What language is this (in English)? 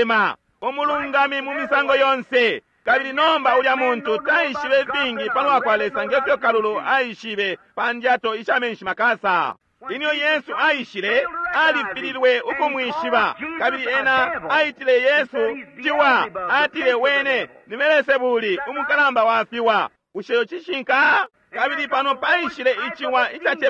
Bemba